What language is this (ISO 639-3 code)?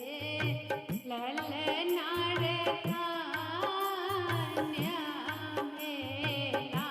mai